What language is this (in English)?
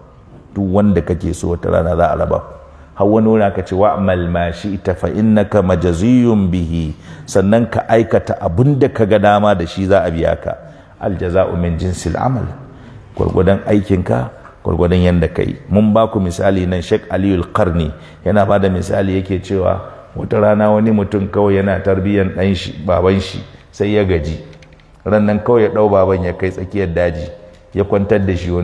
Hausa